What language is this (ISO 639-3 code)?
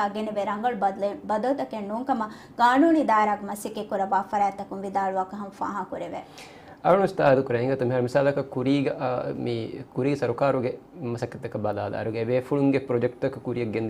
div